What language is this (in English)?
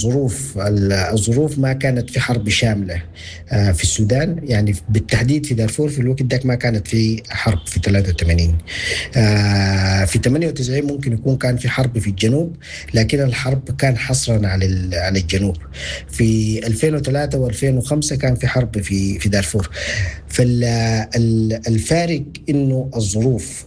Sudanese Arabic